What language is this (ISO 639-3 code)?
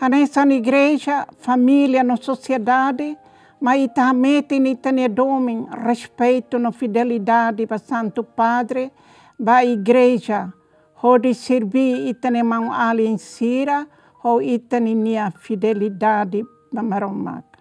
tet